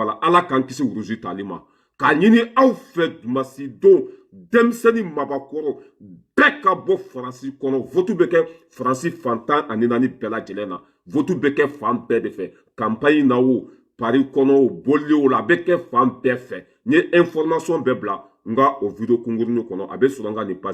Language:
Bambara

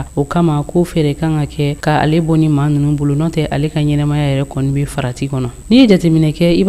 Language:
Bambara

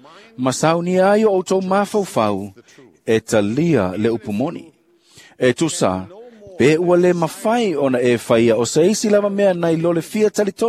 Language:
Samoan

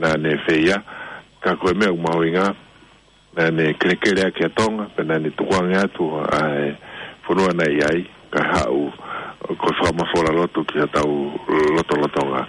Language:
Tongan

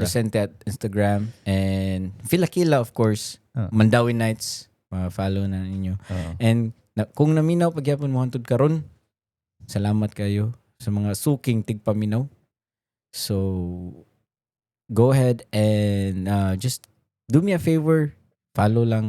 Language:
Cebuano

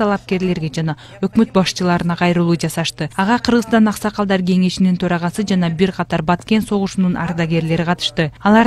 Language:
Kyrgyz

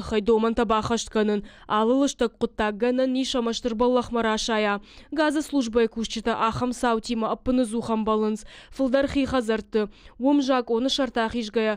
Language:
Ossetic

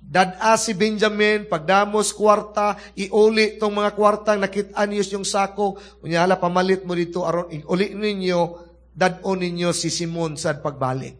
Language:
Cebuano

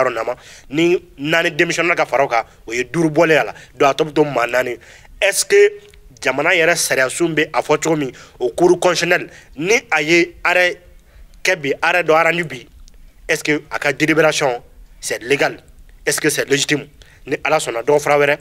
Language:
Bambara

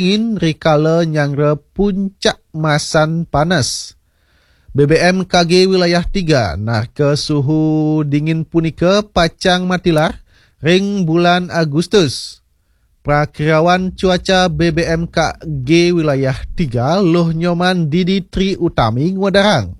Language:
Balinese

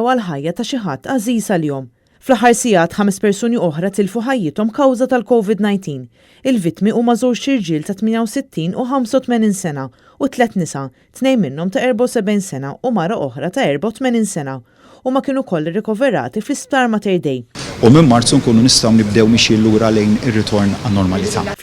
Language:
Maltese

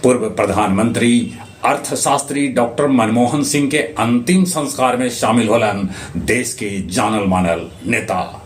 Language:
Magahi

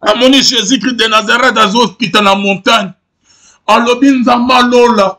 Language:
Lingala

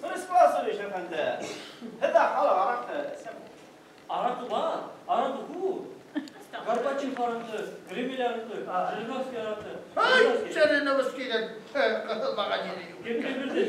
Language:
Bashkir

